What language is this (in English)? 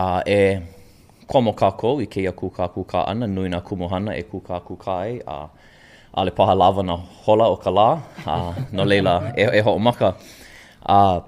Hawaiian